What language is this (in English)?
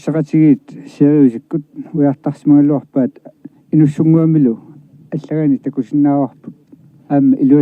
Kalaallisut